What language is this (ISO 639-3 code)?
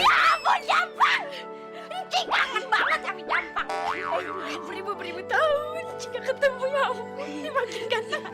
bew